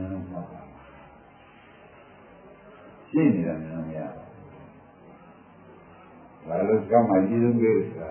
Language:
Burmese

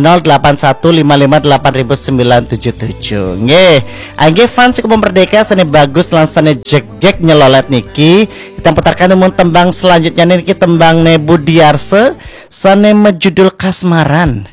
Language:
Balinese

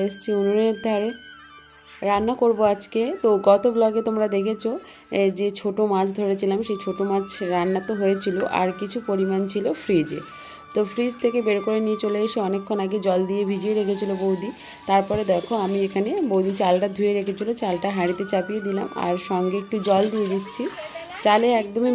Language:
Bangla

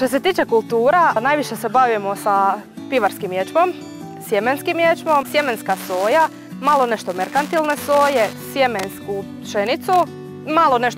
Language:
Croatian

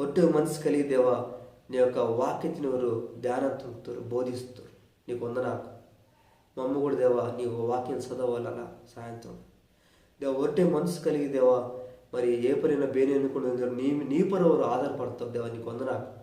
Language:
Koya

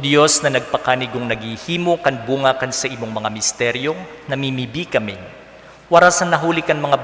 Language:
Bikol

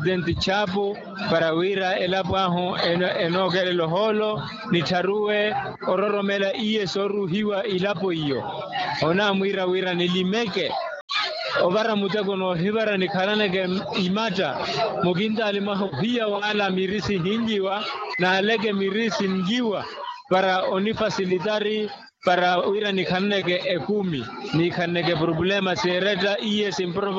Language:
Makhuwa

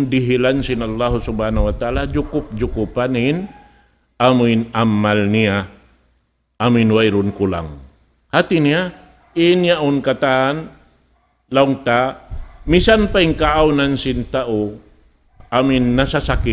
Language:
Tausug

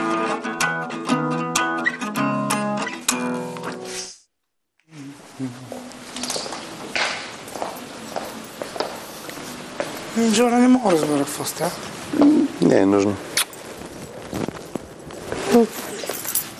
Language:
Bulgarian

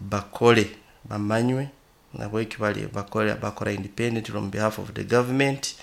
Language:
Nyoro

